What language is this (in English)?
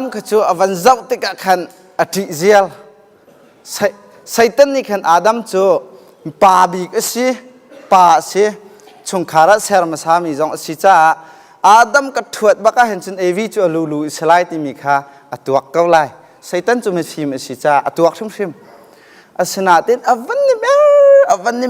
Hakha Chin